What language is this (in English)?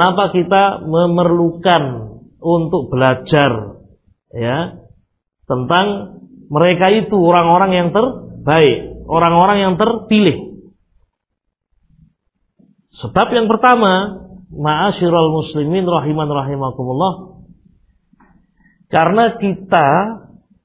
Indonesian